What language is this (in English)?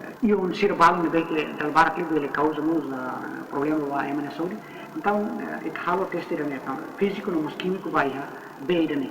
Tetum